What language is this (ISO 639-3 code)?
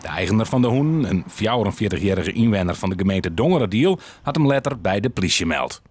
fry